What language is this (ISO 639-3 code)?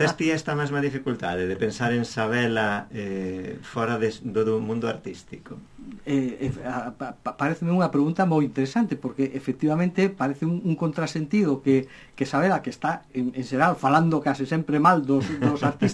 glg